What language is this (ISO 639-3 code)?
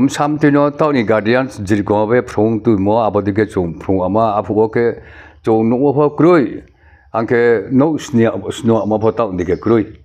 ria